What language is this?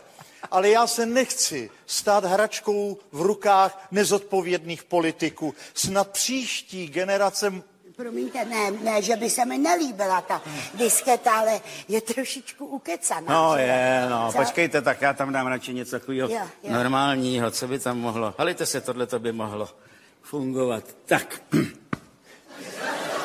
Czech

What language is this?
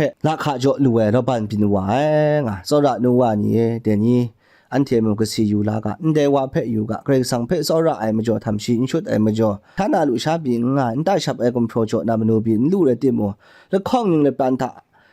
Kachin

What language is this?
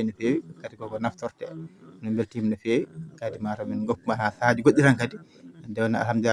Fula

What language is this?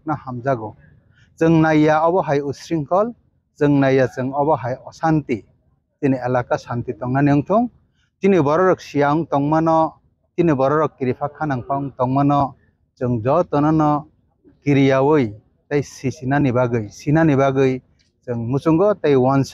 Kok Borok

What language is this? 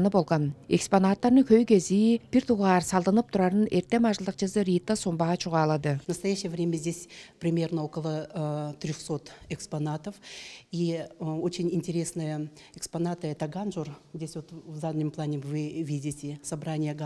Tuvinian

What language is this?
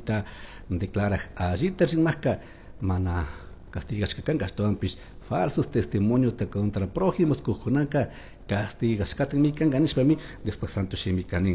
Chimborazo Highland Quichua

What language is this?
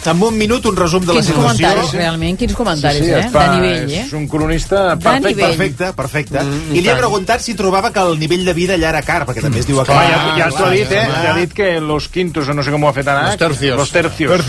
Catalan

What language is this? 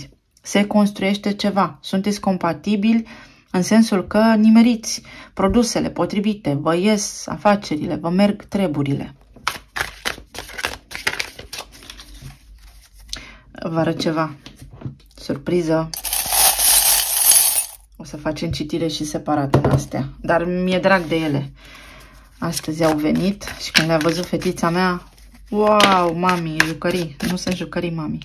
Romanian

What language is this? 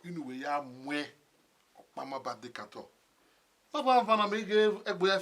Bini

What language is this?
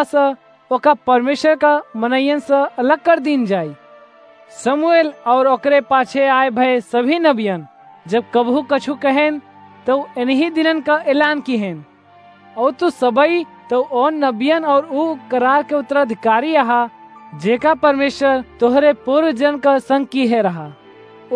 Awadhi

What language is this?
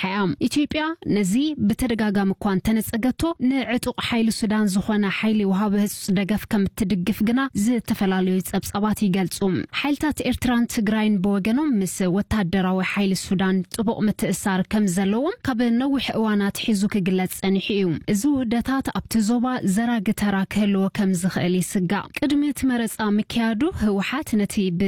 Tigrinya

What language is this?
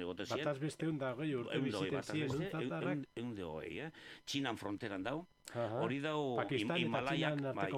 Basque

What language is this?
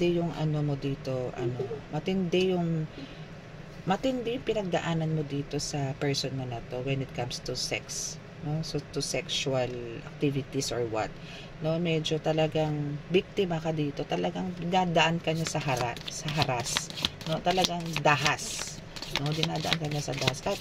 Filipino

